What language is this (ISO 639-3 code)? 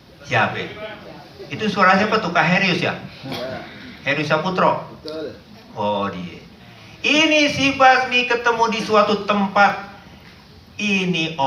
bew